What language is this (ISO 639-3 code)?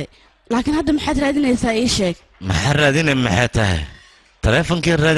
som